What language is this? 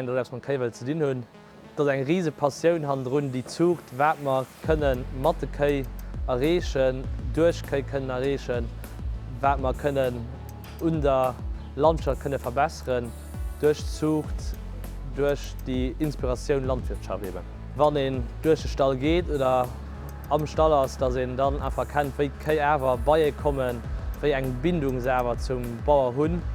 Luxembourgish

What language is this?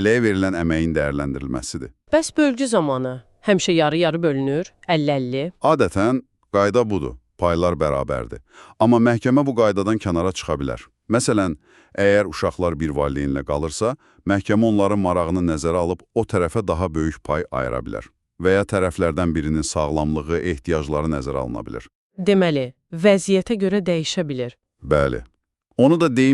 Azerbaijani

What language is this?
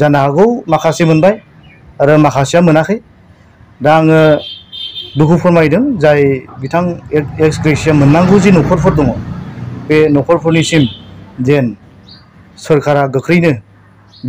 Bodo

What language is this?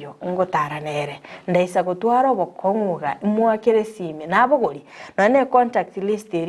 Gusii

